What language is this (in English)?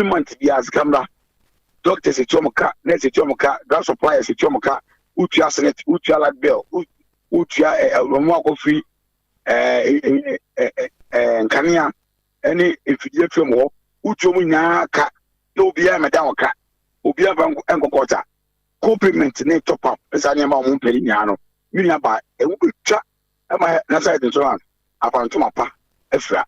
Akan